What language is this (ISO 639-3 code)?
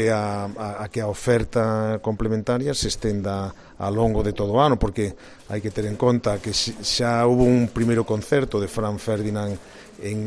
glg